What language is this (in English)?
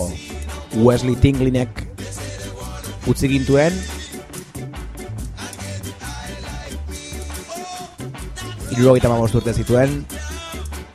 Basque